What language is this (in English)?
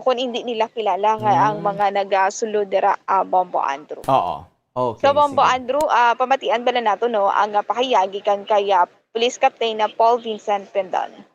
Hiligaynon